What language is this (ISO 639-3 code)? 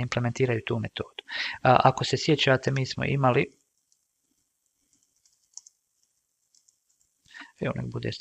hrv